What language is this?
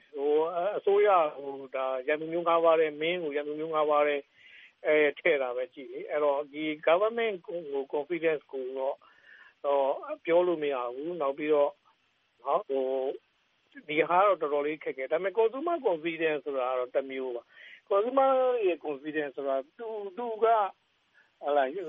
Burmese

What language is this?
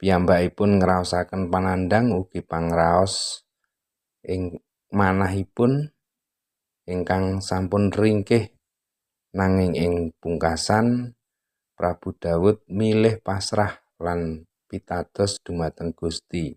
Javanese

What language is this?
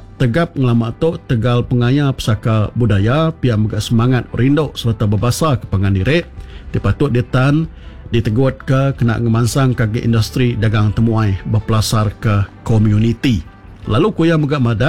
Iban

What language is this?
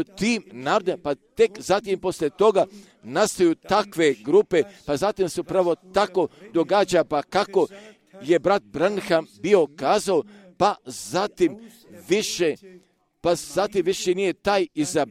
Croatian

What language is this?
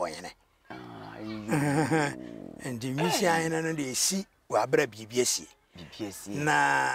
Akan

